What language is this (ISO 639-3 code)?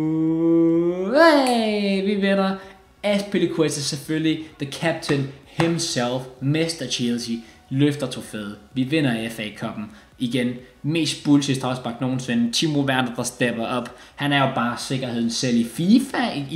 dan